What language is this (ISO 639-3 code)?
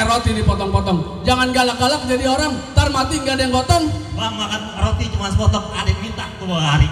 bew